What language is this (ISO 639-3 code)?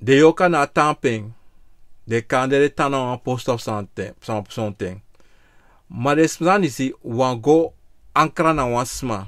srn